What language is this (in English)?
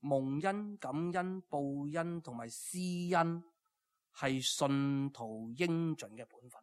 Cantonese